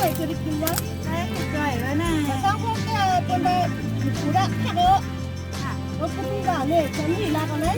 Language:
Shan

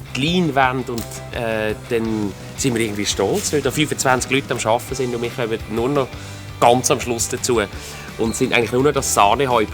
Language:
Swiss German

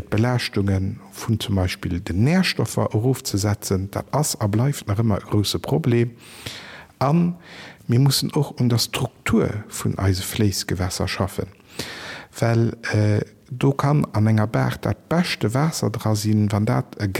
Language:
Luxembourgish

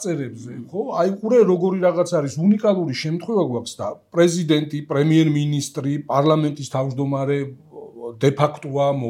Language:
Georgian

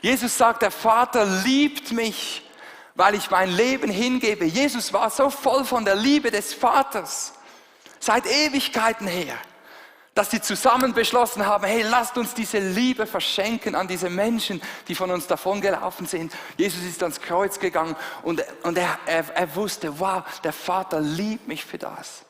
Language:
Swiss German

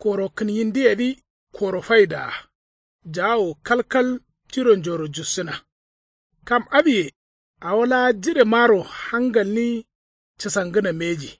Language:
Kanuri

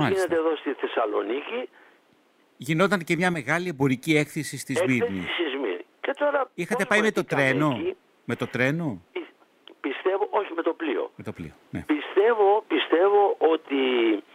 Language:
Greek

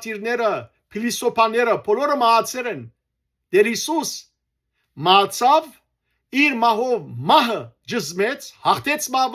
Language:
Western Armenian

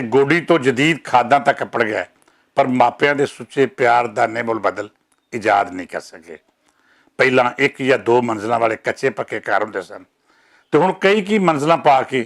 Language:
Western Panjabi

